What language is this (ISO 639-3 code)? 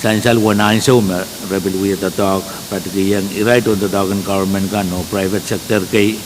pon